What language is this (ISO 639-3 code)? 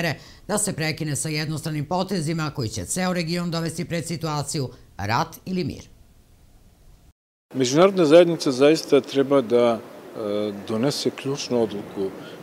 srp